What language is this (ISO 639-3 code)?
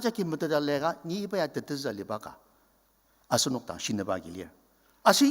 njo